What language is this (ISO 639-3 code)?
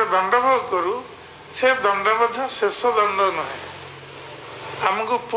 ori